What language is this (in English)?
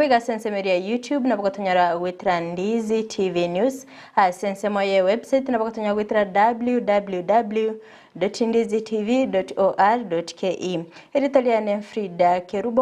Gusii